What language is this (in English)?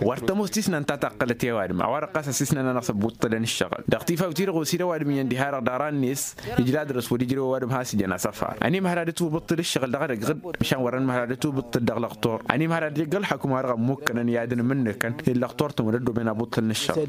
Tamasheq